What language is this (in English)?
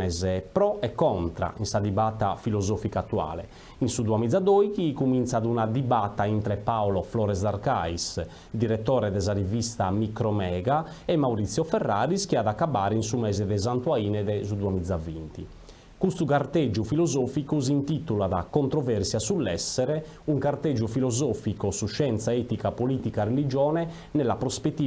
Sardinian